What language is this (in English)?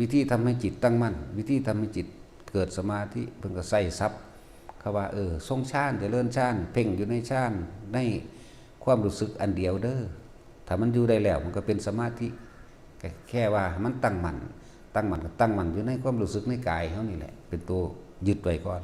Lao